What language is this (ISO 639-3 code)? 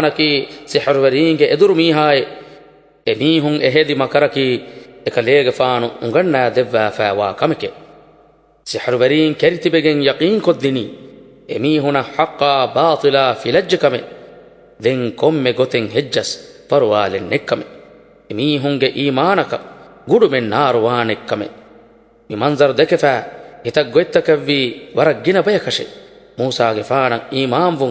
div